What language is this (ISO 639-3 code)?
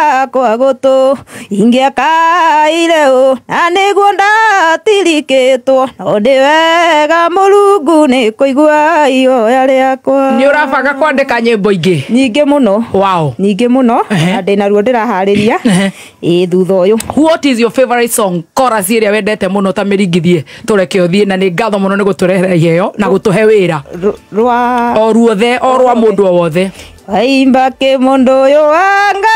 kik